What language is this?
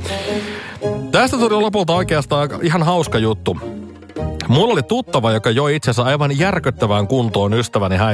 Finnish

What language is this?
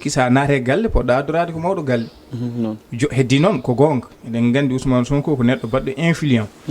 Fula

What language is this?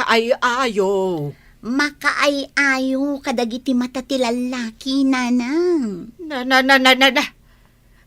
Iloko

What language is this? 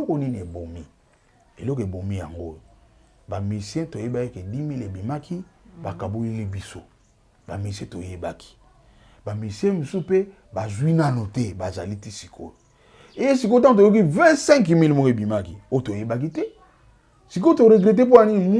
Lingala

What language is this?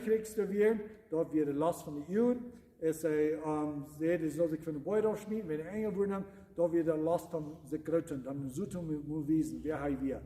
Plautdietsch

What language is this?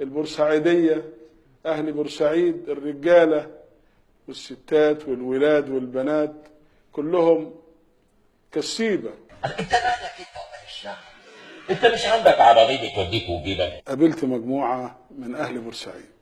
Egyptian Arabic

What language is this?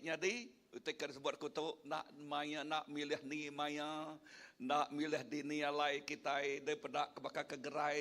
Iban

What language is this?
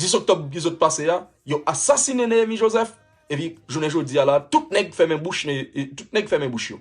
Haitian Creole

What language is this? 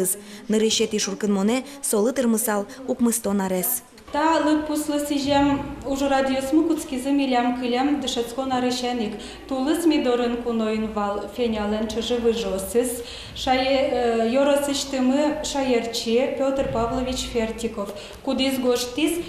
Udmurt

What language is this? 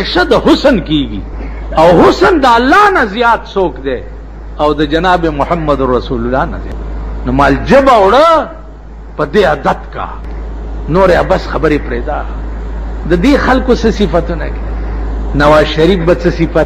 Pashto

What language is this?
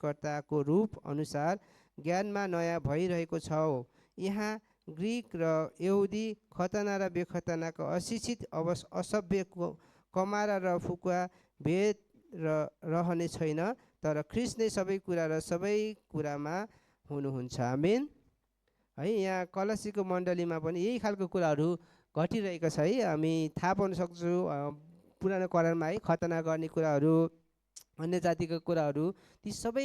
Nepali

